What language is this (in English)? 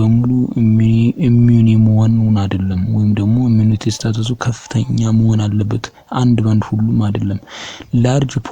Amharic